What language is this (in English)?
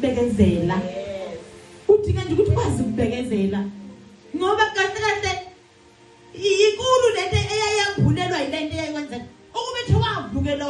Zulu